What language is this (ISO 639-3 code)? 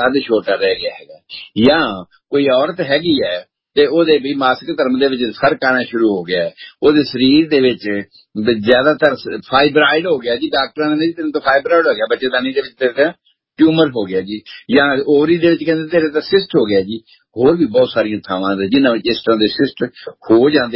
pan